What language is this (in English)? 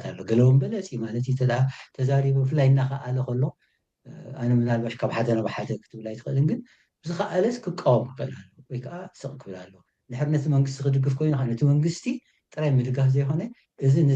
Tigrinya